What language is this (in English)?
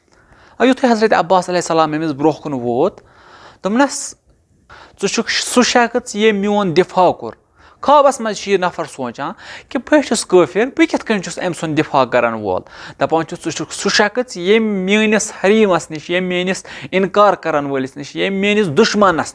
Kashmiri